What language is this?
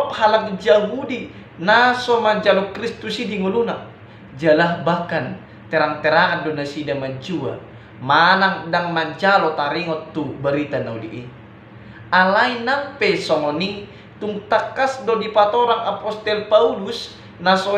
Batak Toba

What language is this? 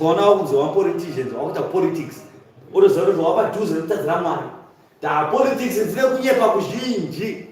Shona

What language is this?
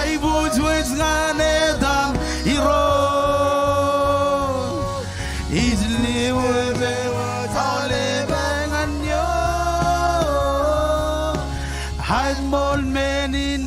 Marshallese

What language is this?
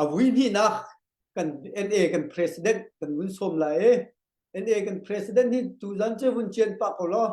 Hakha Chin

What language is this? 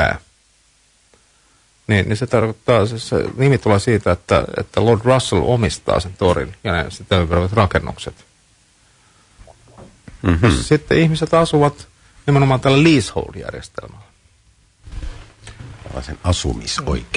Finnish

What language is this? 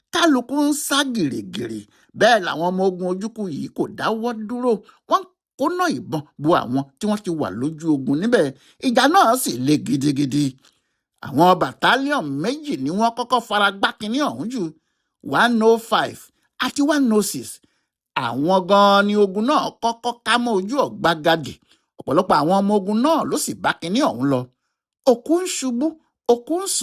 Yoruba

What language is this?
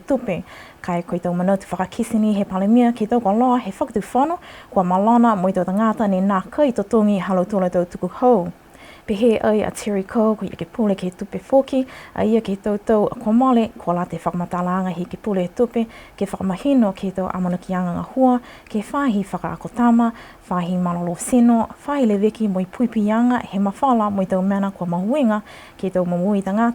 Niuean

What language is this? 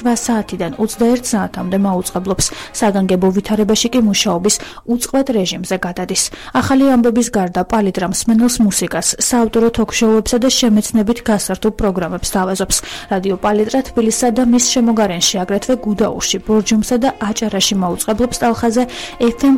Georgian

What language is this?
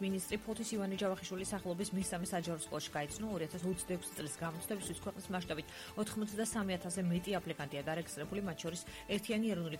Georgian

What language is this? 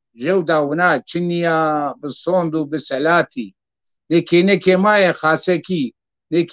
Zaza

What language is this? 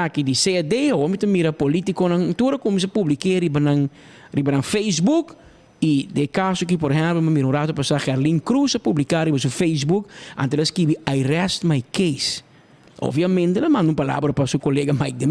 Papiamento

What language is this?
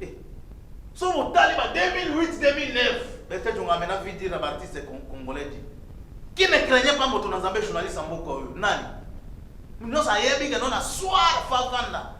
Lingala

